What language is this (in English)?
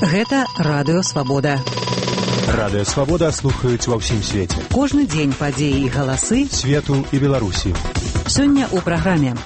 Belarusian